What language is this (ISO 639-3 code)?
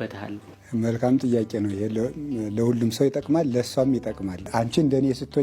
amh